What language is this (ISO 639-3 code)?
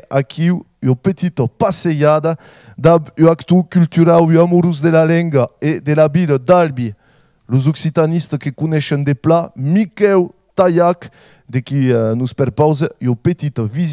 oci